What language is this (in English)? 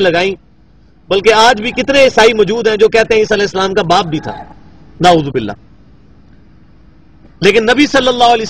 Urdu